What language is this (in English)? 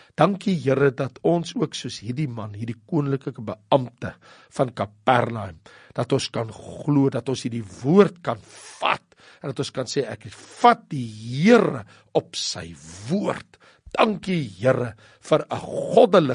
Afrikaans